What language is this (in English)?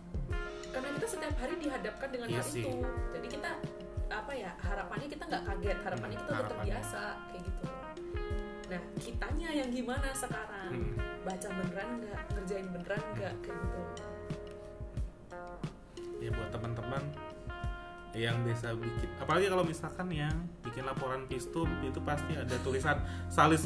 Indonesian